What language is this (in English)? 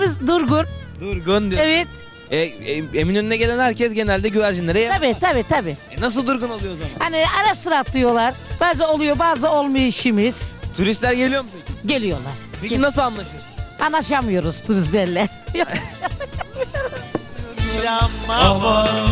Turkish